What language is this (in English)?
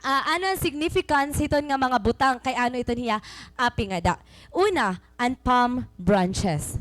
Waray